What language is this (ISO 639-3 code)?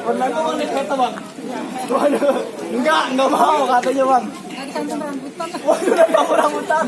bew